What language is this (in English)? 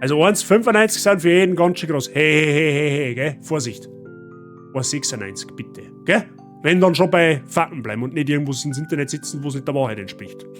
Bavarian